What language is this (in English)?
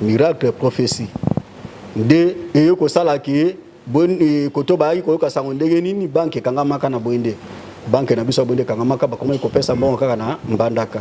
Lingala